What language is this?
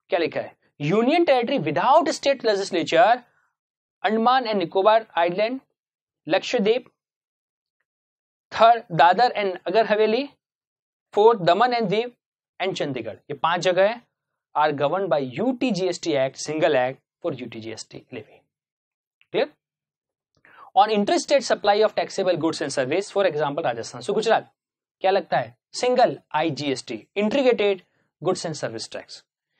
Hindi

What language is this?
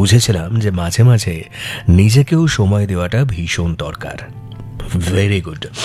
Bangla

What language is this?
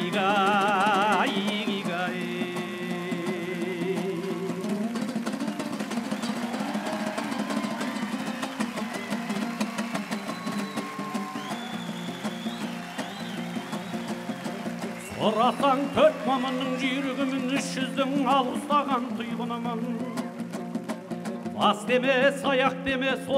Kazakh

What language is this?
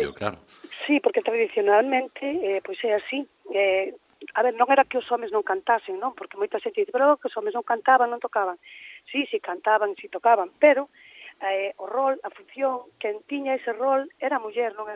Galician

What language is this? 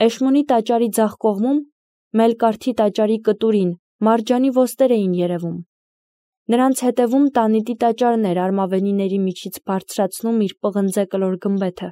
Armenian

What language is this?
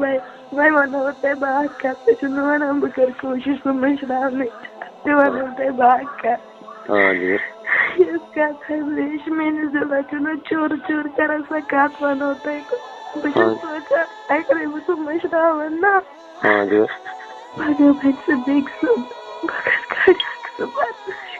Kashmiri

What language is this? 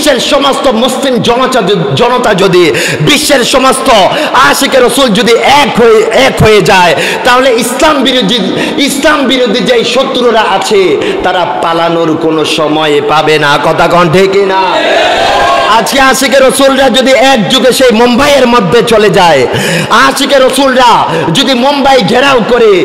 Bangla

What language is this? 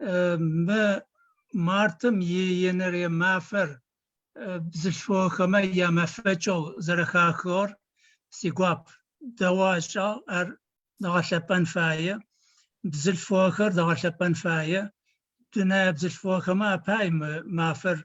Adyghe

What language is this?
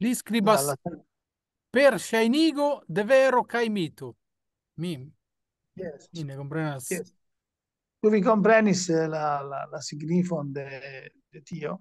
Esperanto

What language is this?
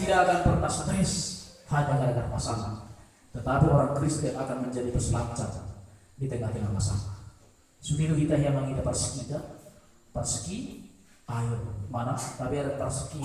Batak Toba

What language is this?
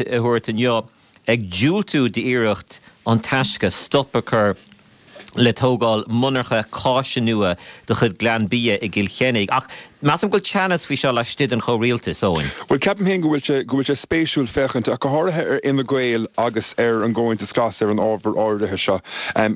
Irish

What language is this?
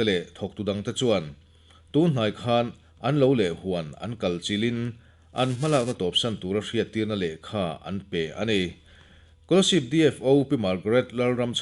Mizo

